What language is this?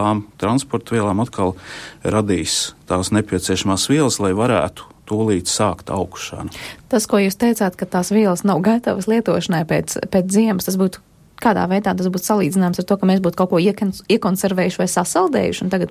Latvian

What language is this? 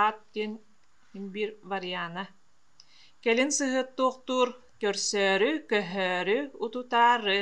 Yakut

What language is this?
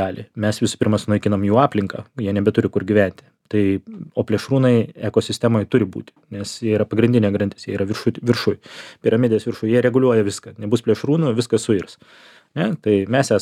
Lithuanian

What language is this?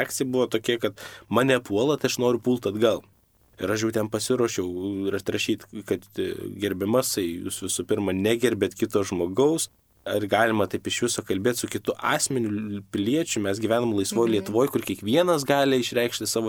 Lithuanian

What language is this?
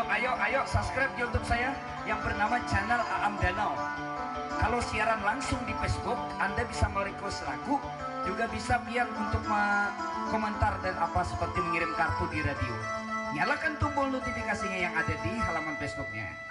Banjar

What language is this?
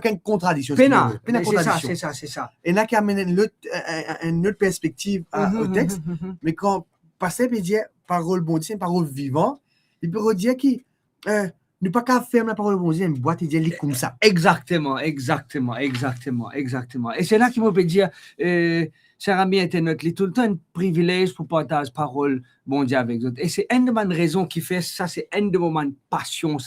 Morisyen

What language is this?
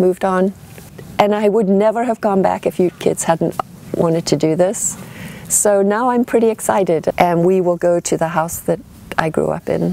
English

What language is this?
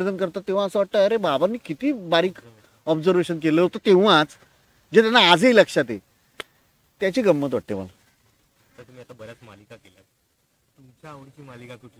Marathi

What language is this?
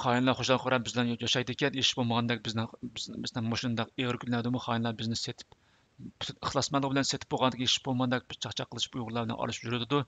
Uyghur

